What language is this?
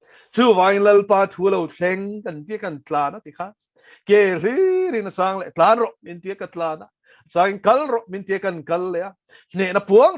Mizo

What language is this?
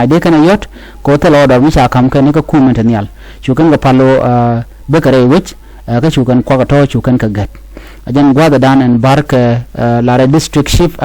Nuer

